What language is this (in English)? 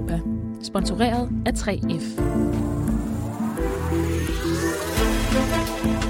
Danish